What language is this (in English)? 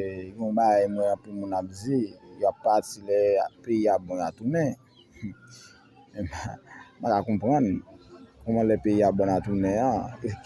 Haitian Creole